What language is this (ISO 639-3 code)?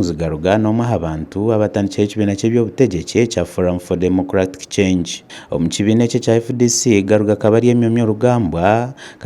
nyn